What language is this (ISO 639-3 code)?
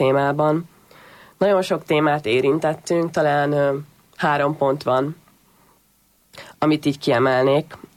hun